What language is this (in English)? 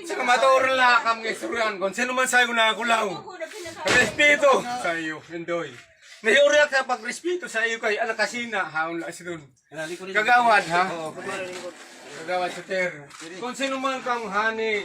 Waray